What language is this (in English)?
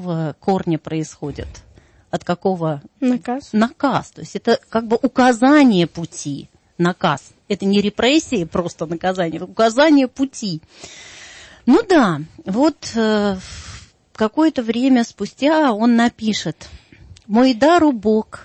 Russian